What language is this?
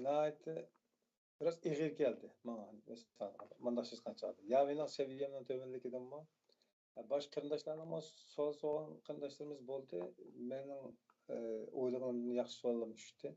Uyghur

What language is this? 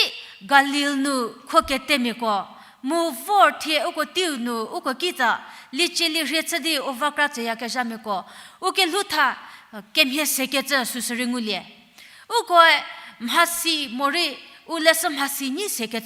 Angami Naga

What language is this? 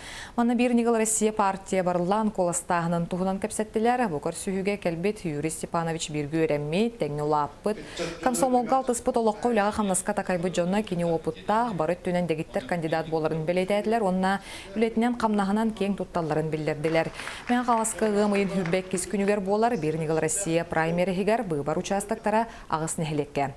Yakut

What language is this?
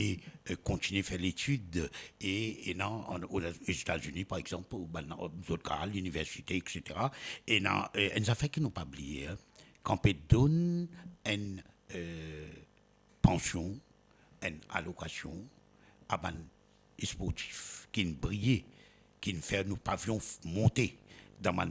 Morisyen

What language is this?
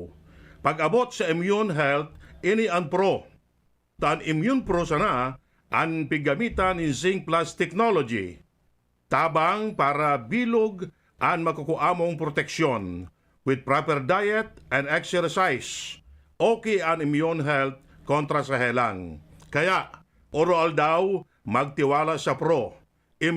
Bikol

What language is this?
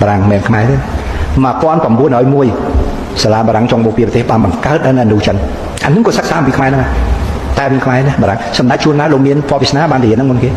Khmer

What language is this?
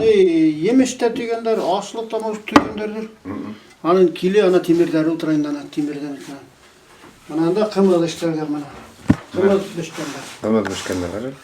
Bashkir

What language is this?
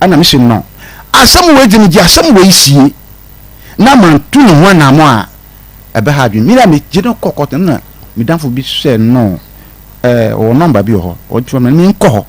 Akan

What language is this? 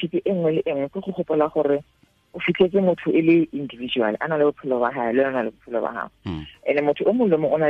Tswana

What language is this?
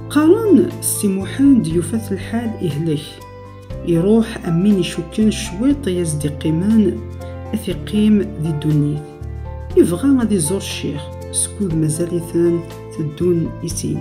Kabyle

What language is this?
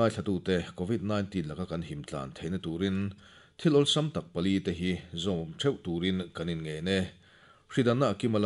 Mizo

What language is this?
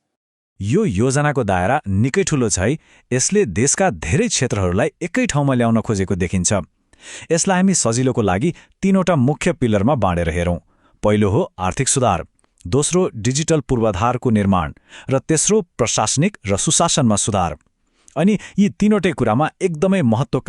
Nepali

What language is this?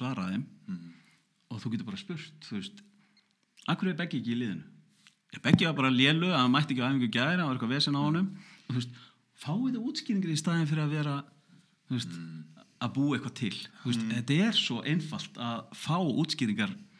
Icelandic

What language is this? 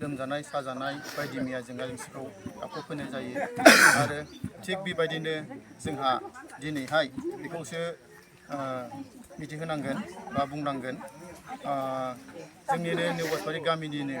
Bodo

